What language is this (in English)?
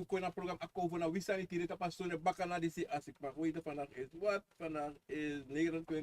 Sranan Tongo